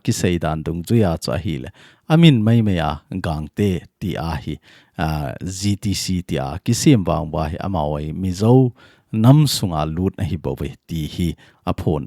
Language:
Thado Chin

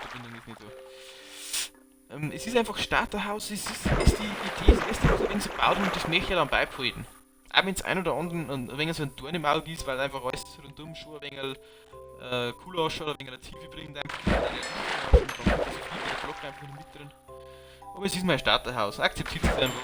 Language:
Bavarian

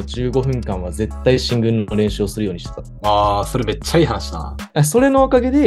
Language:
Japanese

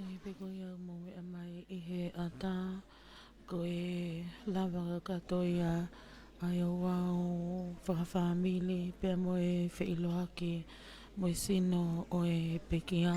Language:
Tongan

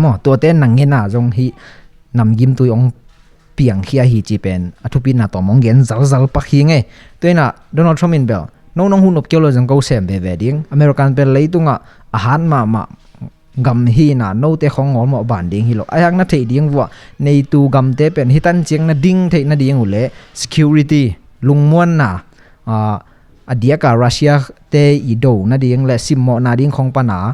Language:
Tedim Chin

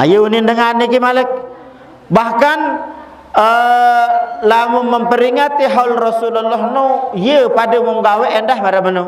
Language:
Sasak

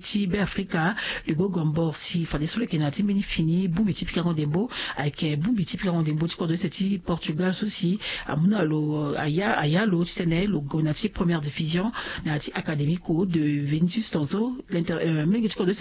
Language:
Sango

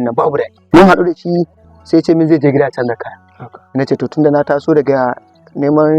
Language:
Hausa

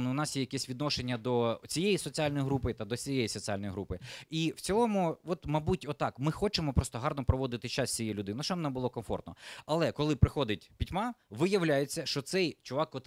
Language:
Ukrainian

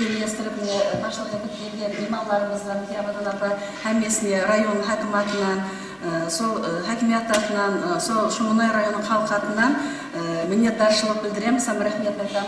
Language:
Kara-Kalpak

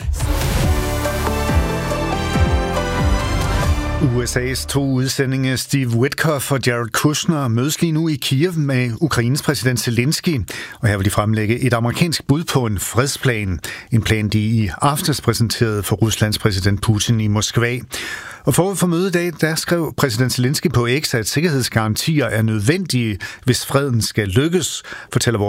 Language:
Danish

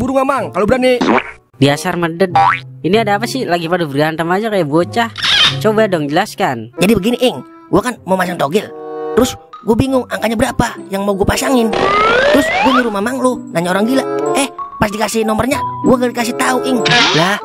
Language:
Betawi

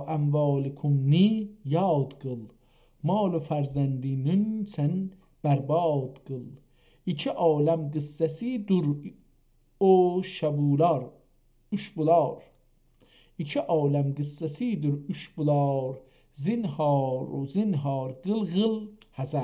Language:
South Azerbaijani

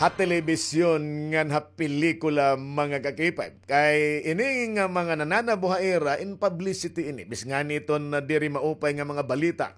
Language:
Waray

